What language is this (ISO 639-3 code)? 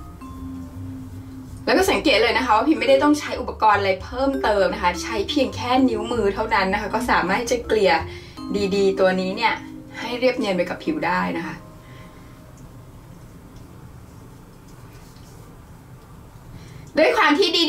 tha